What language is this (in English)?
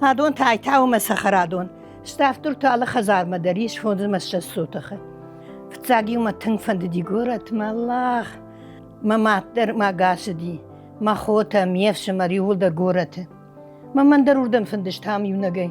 Ossetic